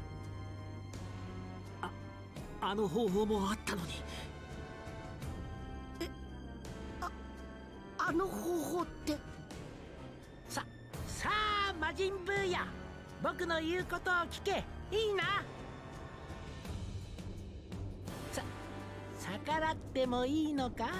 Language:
Japanese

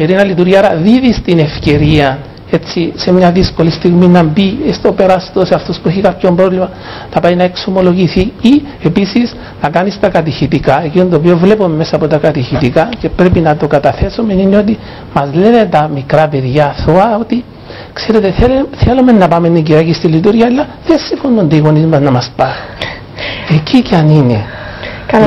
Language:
Greek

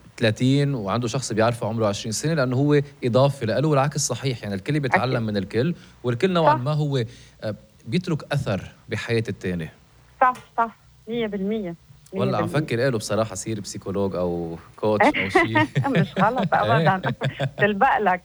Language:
North Levantine Arabic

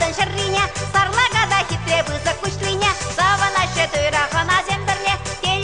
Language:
Chuvash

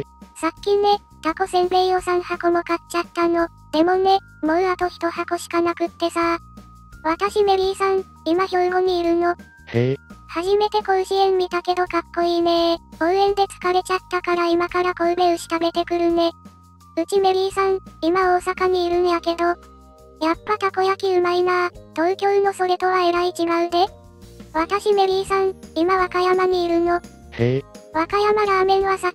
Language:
Japanese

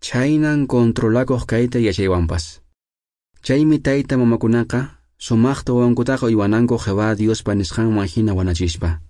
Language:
Quechua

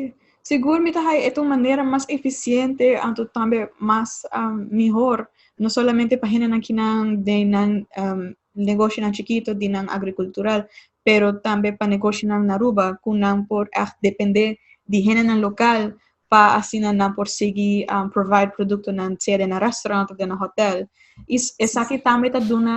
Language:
Papiamento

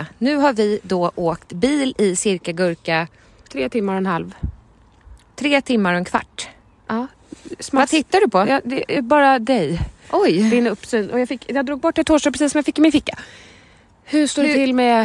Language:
Swedish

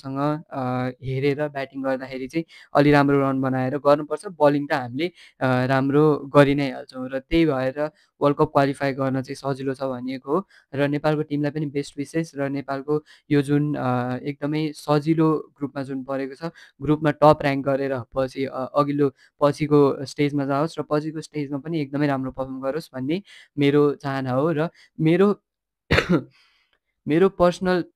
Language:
Nepali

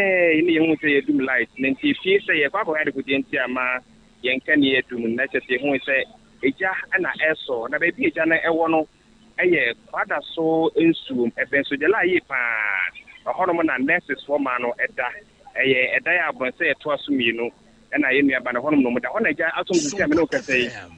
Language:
Akan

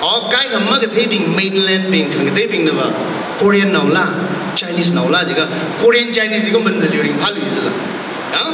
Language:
Tangkhul Naga (India)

